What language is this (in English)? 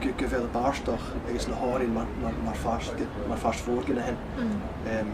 Scottish Gaelic